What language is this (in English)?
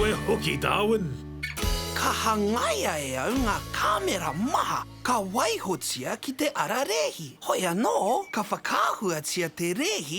Māori